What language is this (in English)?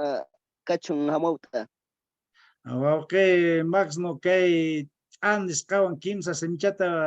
Quechua